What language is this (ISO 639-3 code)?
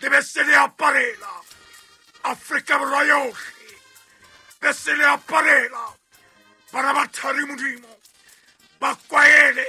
sot